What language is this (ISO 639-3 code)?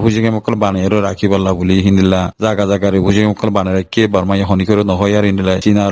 rhg